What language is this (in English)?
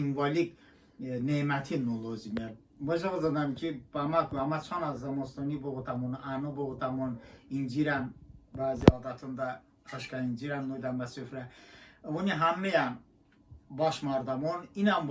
Talysh